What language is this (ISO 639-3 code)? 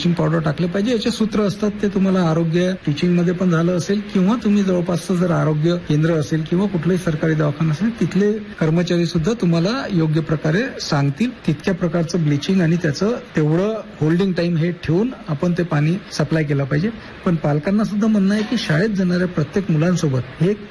mar